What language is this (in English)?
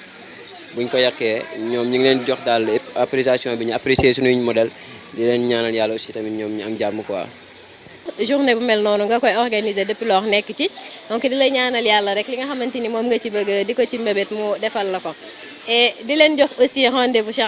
Wolof